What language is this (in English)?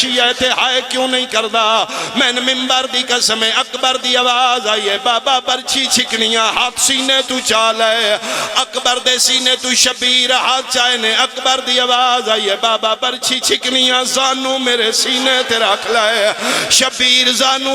Pahari-Potwari